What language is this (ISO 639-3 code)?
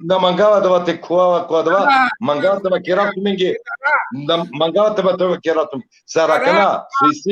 rmn